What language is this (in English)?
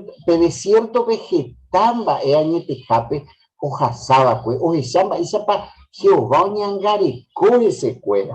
Guarani